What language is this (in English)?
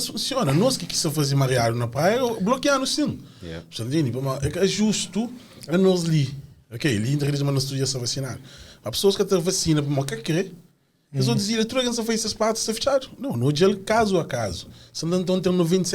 Kabuverdianu